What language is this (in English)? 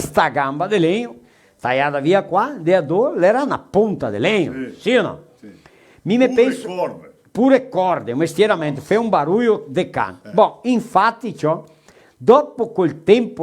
Venetian